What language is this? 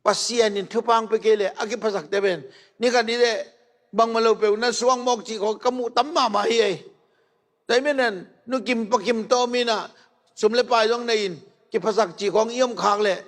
Tedim Chin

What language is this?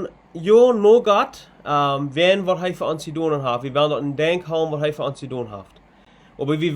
Plautdietsch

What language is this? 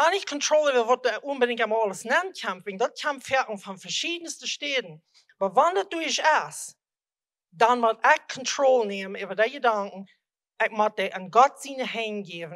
Plautdietsch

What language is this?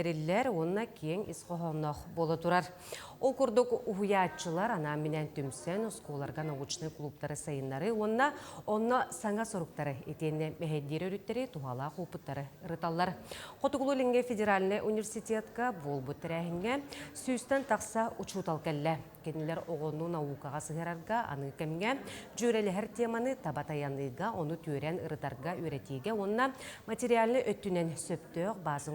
Yakut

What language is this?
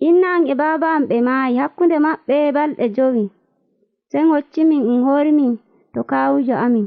Nigerian Fulfulde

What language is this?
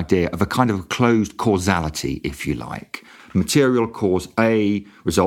English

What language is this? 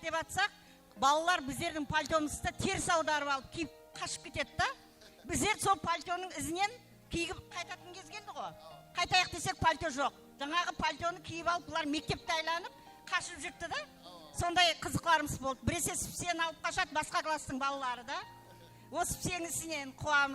Kara-Kalpak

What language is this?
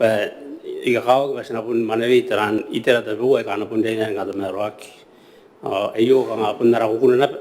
Gilbertese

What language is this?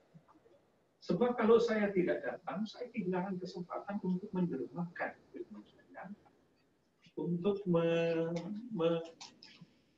Indonesian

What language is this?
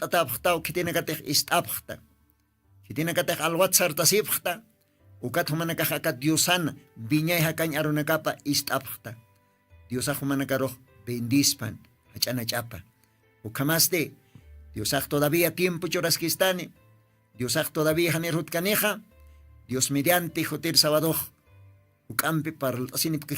Aymara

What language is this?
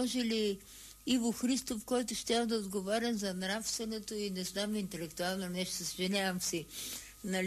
Bulgarian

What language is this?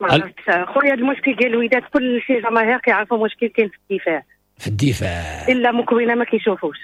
Moroccan Arabic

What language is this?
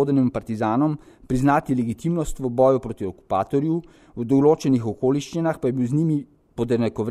Slovenian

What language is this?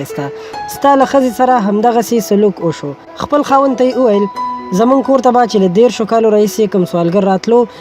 Pashto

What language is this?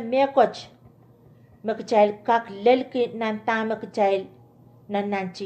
Pohnpeian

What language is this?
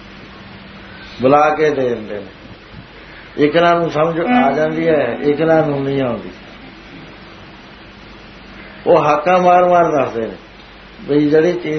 Punjabi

